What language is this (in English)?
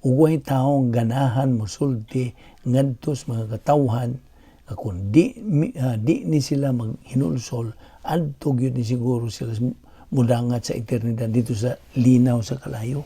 Cebuano